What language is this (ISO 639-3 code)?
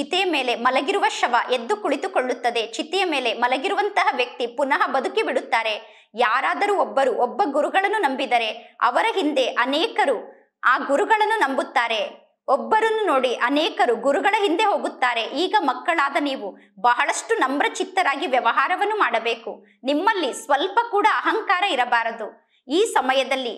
kan